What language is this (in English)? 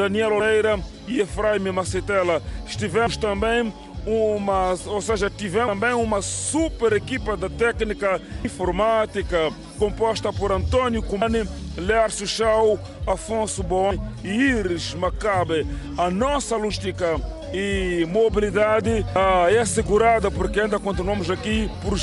Portuguese